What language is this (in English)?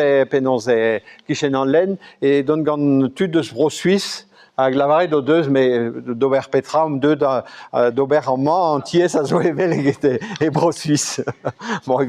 Breton